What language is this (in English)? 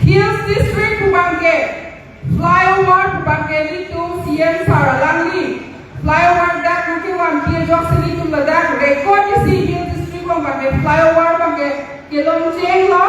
Karbi